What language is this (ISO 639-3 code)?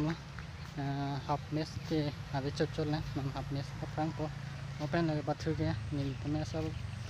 mjw